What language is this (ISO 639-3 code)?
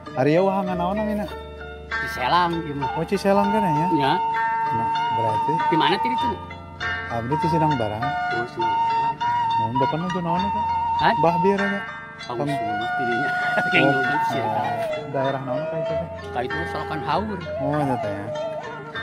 sun